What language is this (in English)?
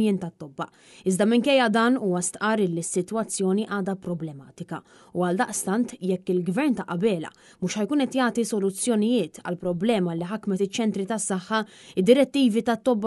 Maltese